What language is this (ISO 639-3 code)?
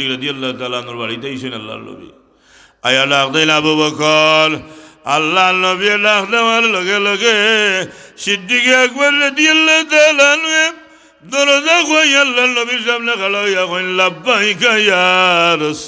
syl